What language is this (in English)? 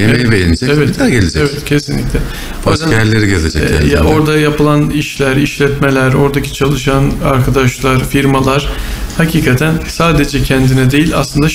Turkish